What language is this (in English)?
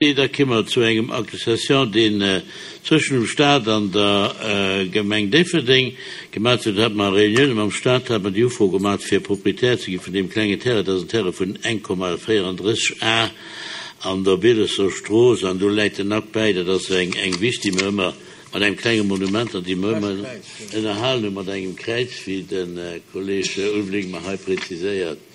Luxembourgish